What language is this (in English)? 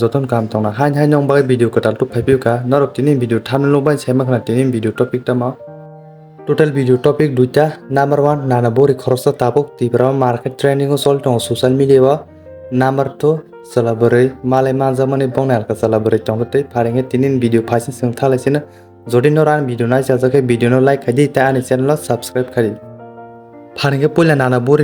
Kok Borok